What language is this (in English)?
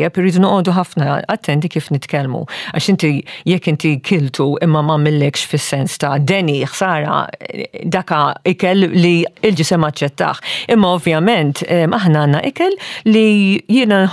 Maltese